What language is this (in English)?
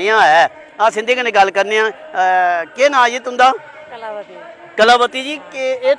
Dogri